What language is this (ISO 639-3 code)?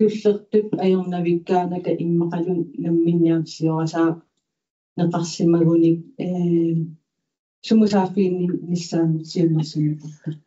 kal